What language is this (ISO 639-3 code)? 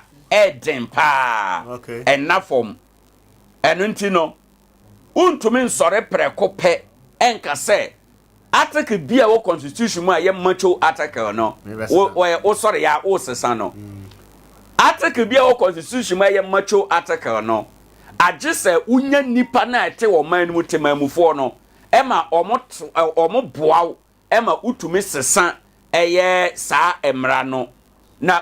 aka